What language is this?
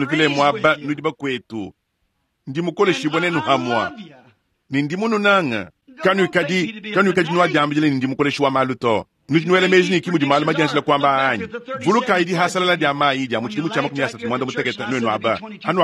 Luba-Lulua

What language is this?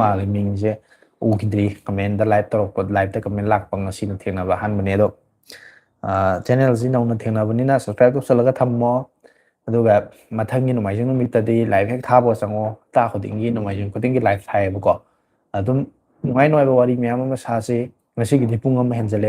Manipuri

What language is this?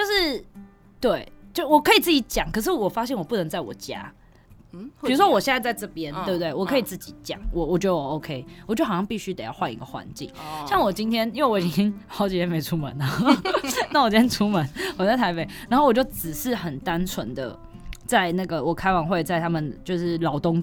Chinese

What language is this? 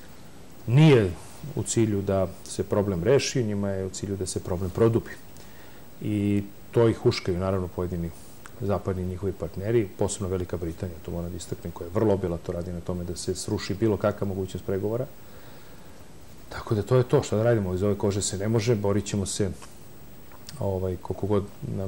Serbian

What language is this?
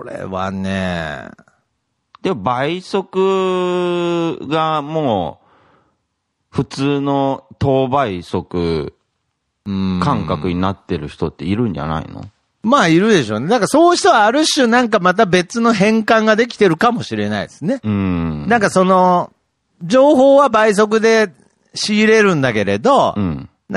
Japanese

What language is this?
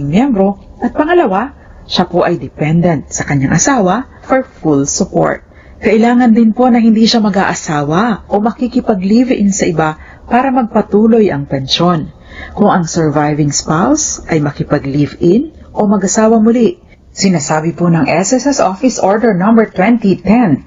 Filipino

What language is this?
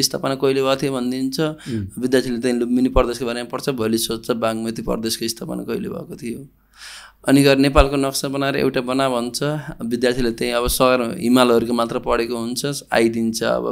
Nepali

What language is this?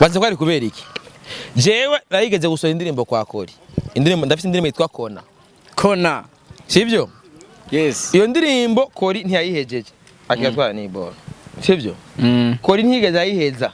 Rundi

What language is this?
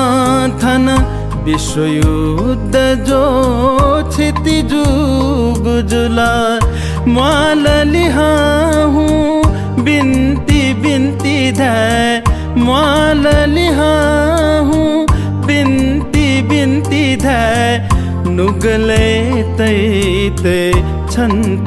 Newari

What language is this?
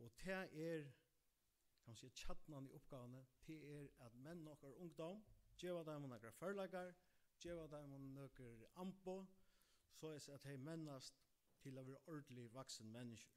Faroese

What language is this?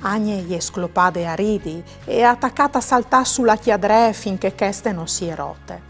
Friulian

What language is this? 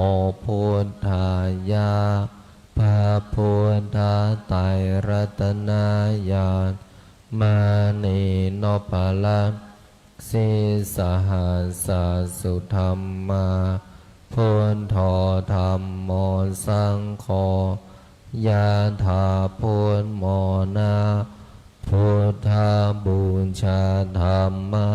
Pali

